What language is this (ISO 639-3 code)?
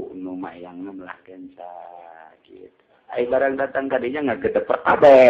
sun